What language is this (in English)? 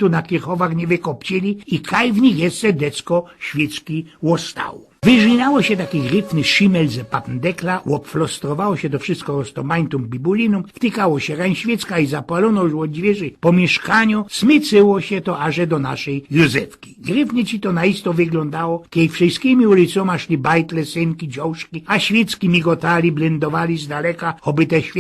Silesian